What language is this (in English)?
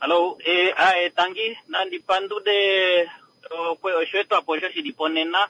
Kuanyama